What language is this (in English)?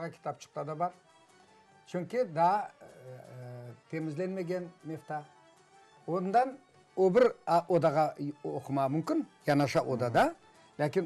Crimean Tatar